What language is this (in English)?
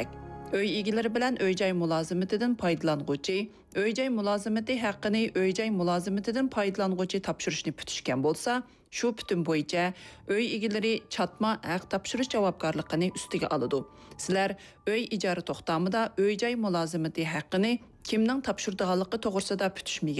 Uyghur